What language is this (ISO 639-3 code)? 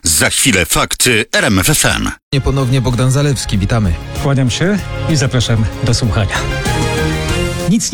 pol